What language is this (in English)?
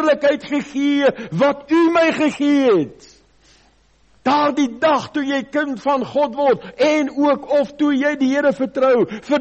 Afrikaans